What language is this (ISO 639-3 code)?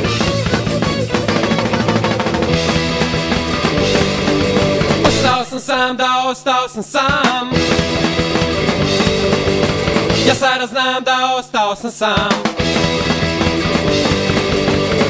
hrv